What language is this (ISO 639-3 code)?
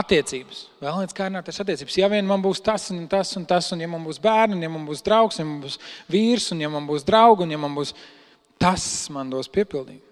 lav